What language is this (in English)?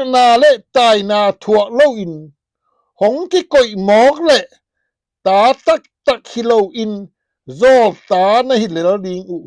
Tedim Chin